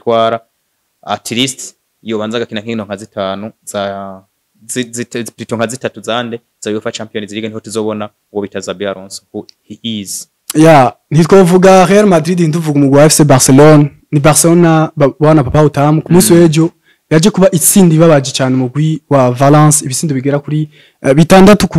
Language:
Rundi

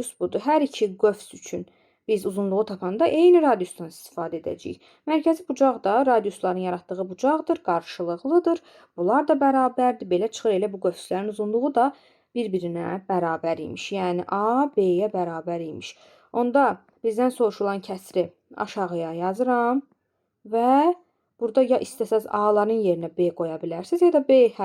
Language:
Azerbaijani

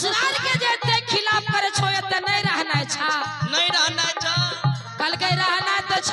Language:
Maithili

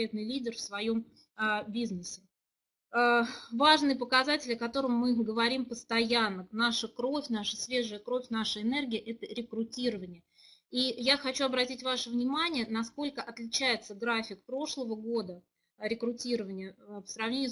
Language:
Russian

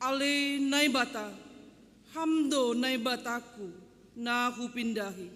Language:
Batak Simalungun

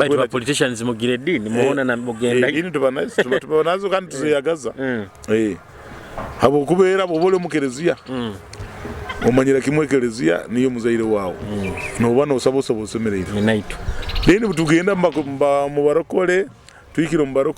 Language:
Nyoro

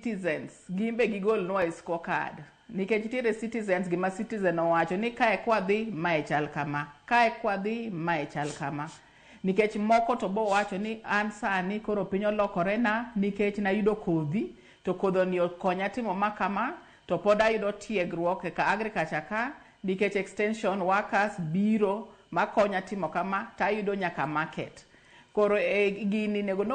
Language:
Luo (Kenya and Tanzania)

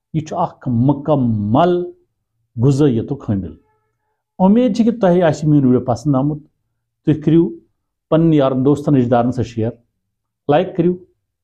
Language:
Kashmiri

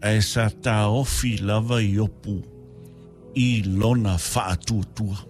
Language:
Samoan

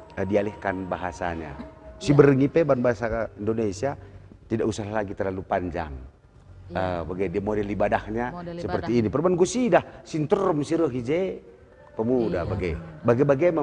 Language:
Batak Karo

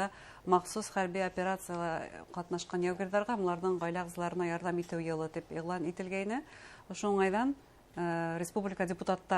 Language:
Bashkir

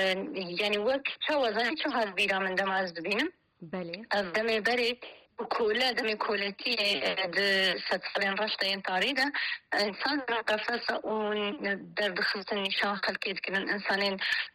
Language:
Kurdish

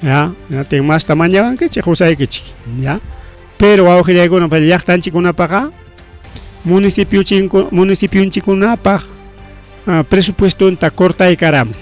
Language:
Ayacucho Quechua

